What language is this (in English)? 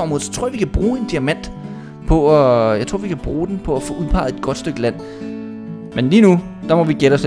Danish